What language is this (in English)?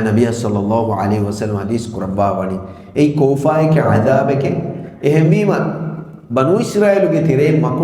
Divehi